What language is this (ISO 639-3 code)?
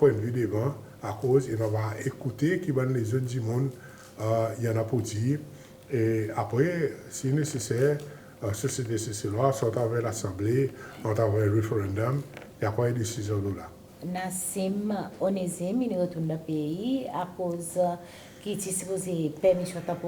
crs